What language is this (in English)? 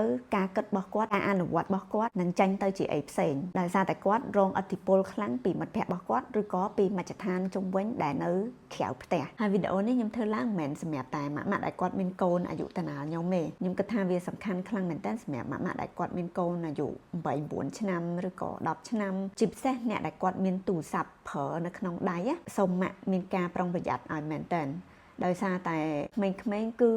Khmer